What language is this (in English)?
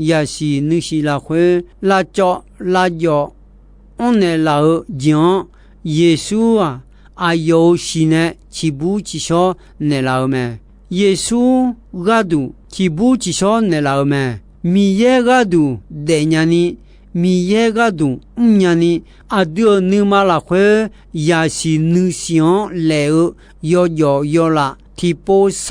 Akha